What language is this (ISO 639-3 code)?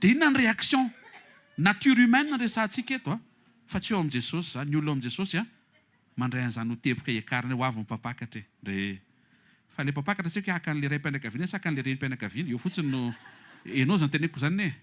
mlg